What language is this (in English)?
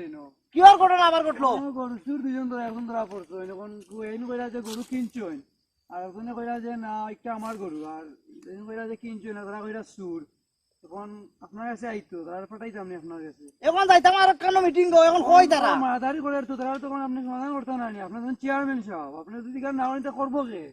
Sylheti